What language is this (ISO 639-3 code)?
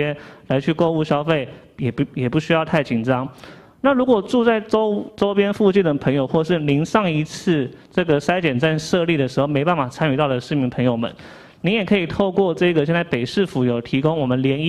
zho